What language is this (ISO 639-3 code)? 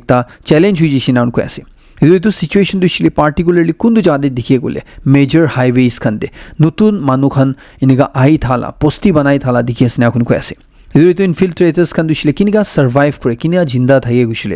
nag